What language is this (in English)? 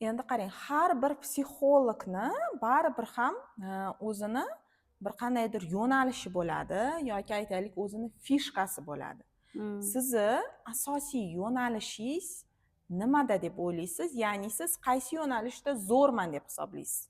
Uzbek